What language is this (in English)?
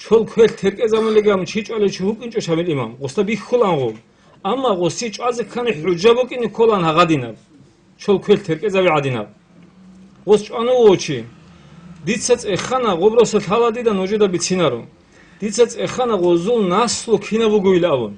Avaric